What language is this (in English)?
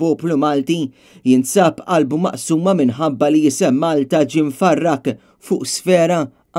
Maltese